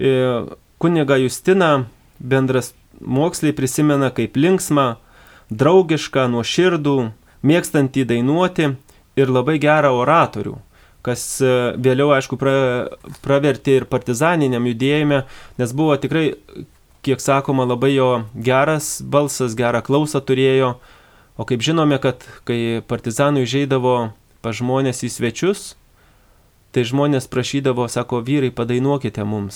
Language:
Lithuanian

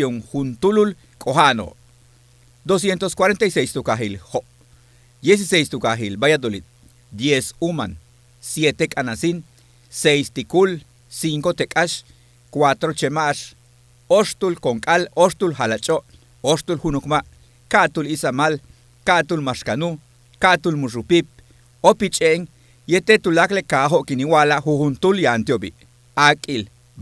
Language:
Yucateco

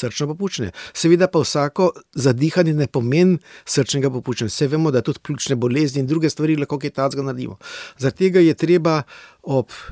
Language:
Slovenian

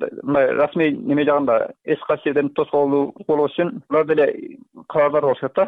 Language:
Kyrgyz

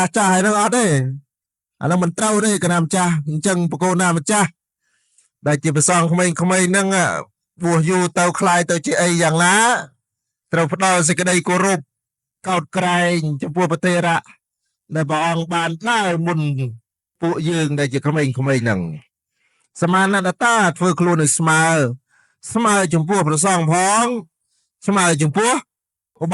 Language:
Khmer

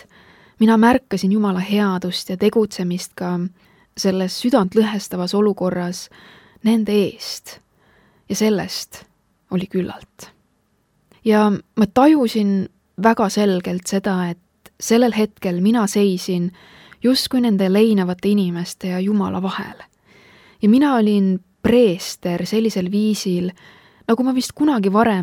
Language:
Estonian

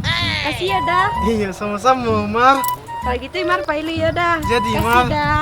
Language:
Minangkabau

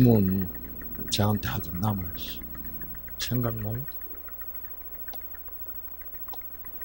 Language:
Korean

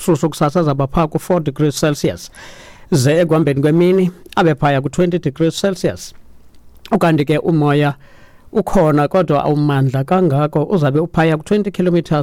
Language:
Xhosa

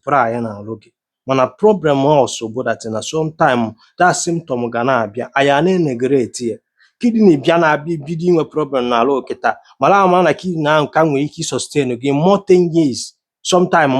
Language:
Igbo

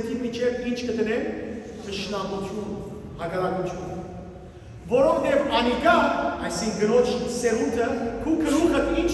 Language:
Western Armenian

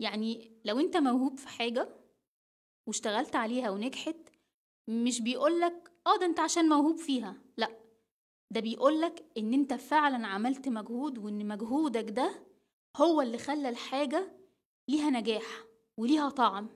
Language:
Egyptian Arabic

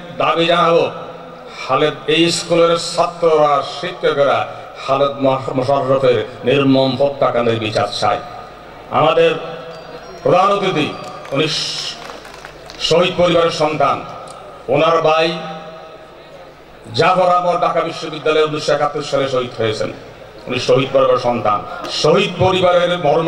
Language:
Bangla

